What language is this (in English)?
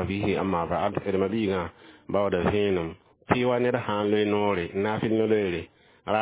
Mossi